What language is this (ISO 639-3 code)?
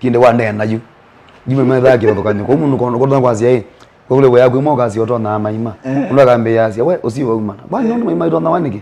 kam